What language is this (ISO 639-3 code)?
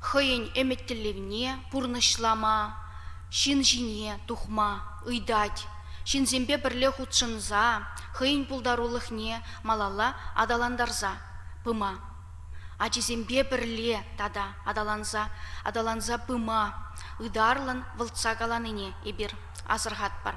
chv